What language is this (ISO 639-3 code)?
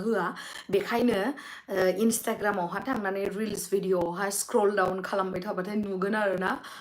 brx